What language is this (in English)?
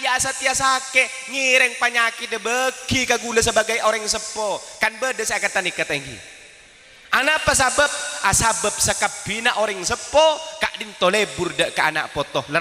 Madurese